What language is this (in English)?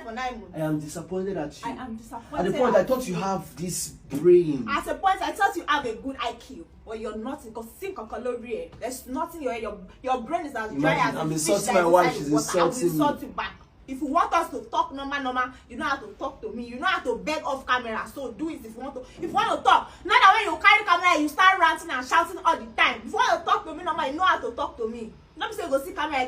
Nigerian Pidgin